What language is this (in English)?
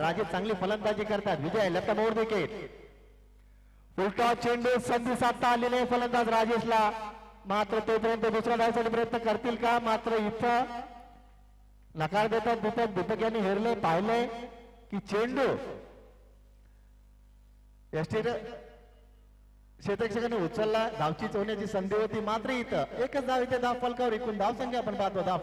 Marathi